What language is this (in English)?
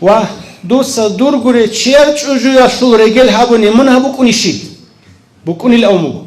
Avaric